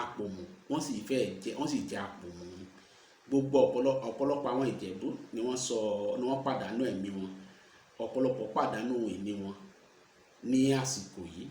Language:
Yoruba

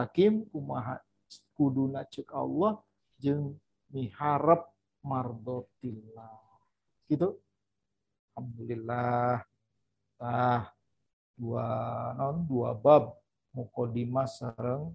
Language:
Sundanese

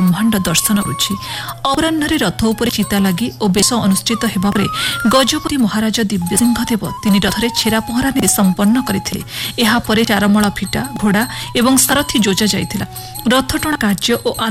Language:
Odia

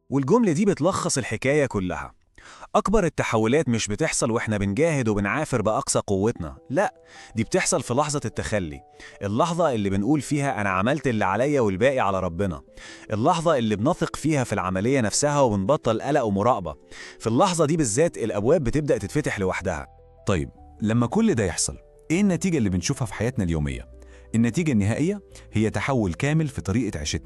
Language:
Egyptian Arabic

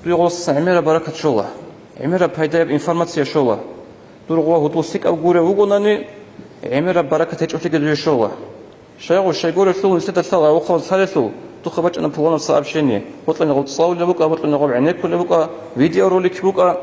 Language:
Avaric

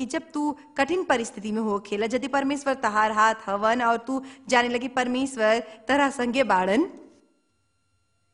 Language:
Bhojpuri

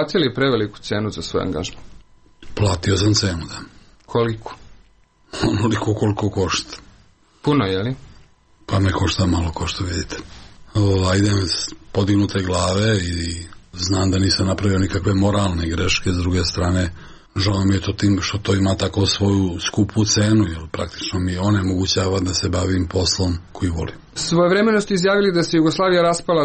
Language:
Serbian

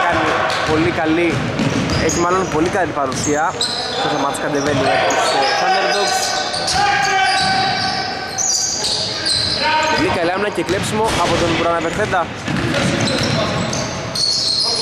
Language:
Greek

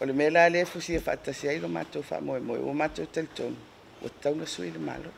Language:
Samoan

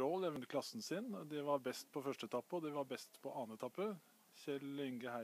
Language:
Norwegian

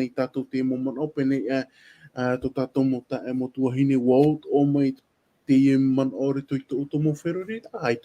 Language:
Tahitian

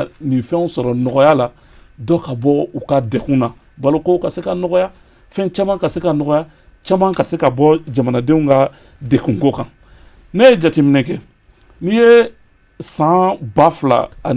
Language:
Bambara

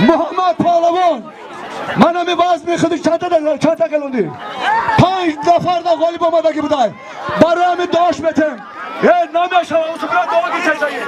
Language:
Tajik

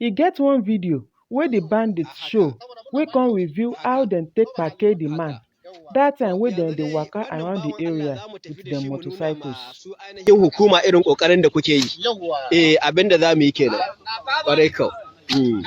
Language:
Nigerian Pidgin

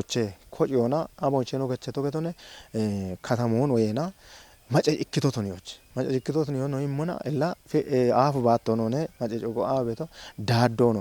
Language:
Kafa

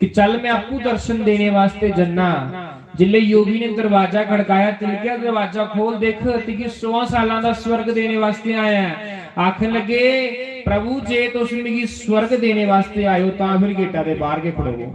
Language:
Dogri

